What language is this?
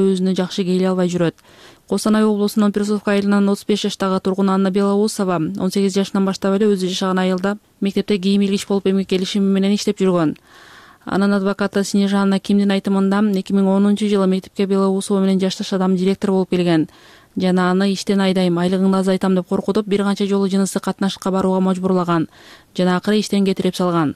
Kyrgyz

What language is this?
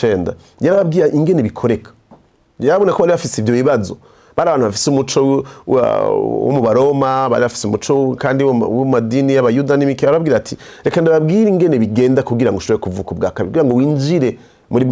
Rundi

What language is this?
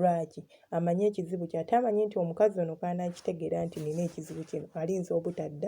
Ganda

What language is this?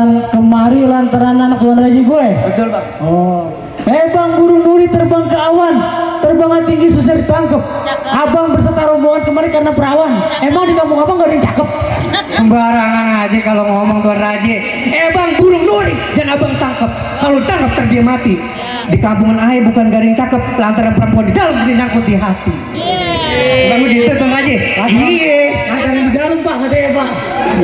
Betawi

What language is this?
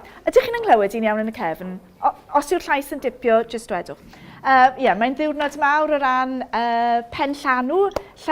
Welsh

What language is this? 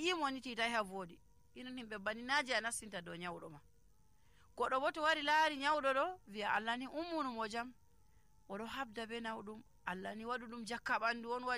Nigerian Fulfulde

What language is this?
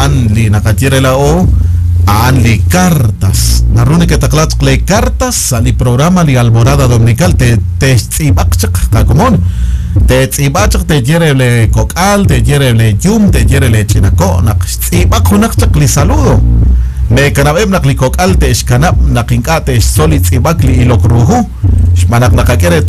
Kekchí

